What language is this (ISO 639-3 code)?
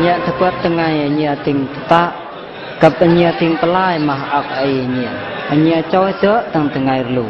bru